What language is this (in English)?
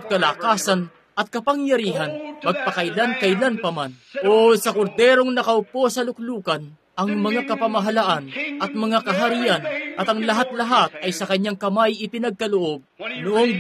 Filipino